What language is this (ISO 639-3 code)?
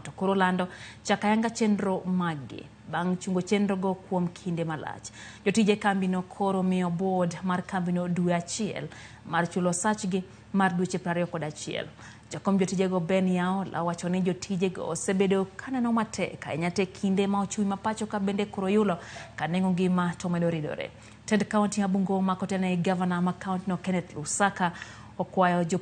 luo